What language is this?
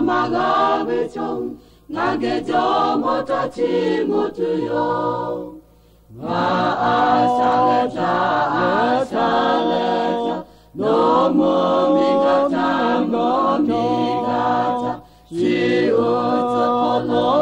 Lahu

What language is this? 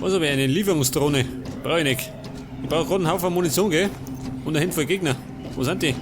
Bavarian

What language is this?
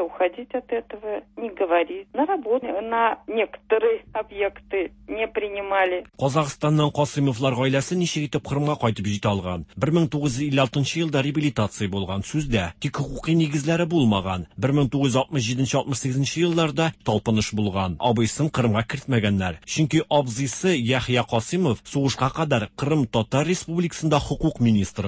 Tatar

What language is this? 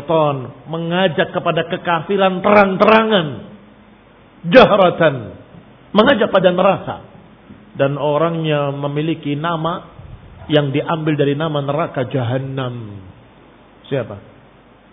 Indonesian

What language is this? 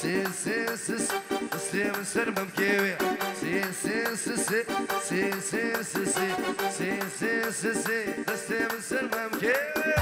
Kurdish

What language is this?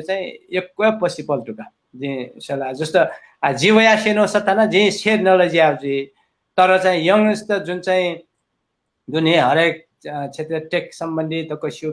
Newari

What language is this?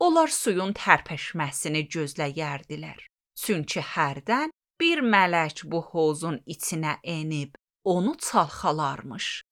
Azerbaijani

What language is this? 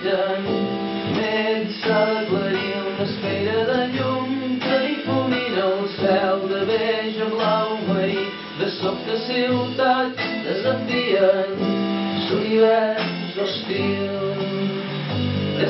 Catalan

